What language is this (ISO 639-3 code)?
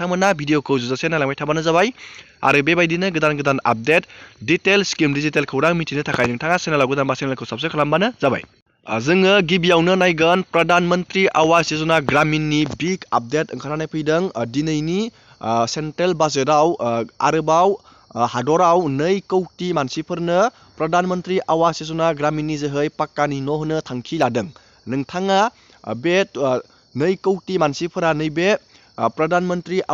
brx